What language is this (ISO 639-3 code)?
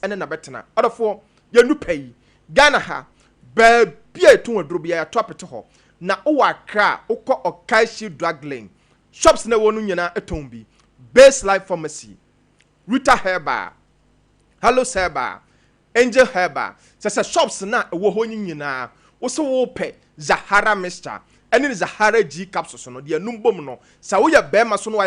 aka